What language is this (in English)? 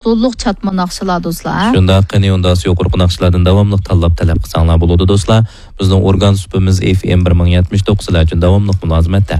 Uyghur